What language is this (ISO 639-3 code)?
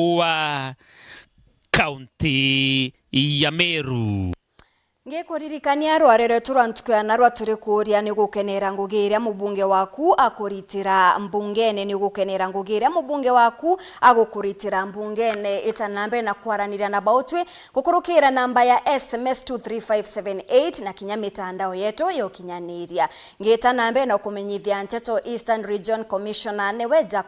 mer